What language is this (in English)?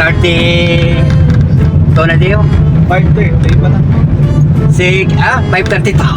Hiligaynon